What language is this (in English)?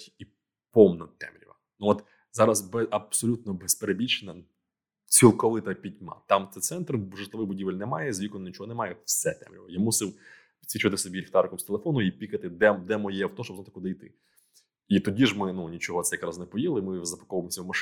Ukrainian